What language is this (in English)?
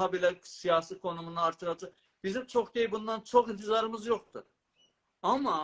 South Azerbaijani